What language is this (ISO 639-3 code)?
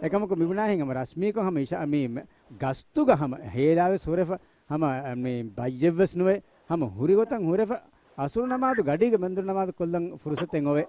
div